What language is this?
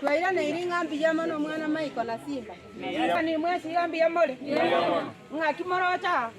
Gusii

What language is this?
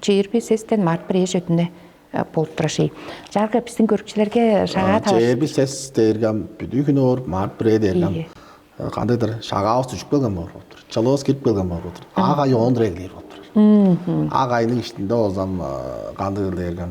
Tuvinian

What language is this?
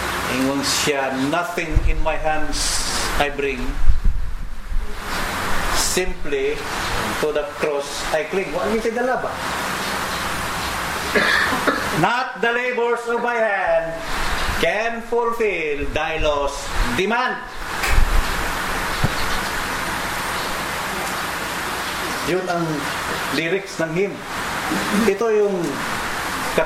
Filipino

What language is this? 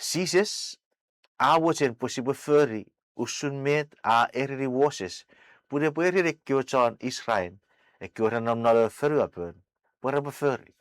Chuukese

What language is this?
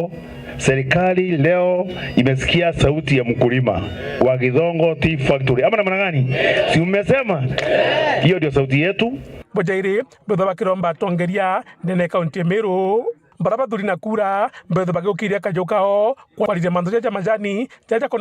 Meru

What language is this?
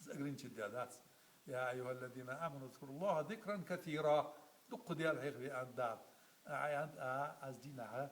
Ingush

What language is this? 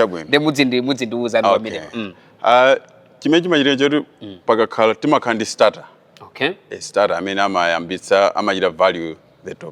Nyanja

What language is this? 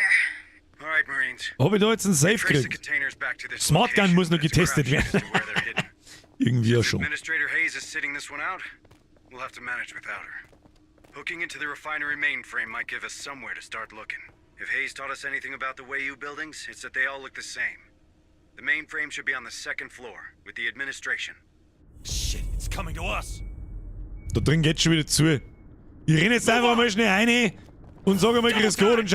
Bavarian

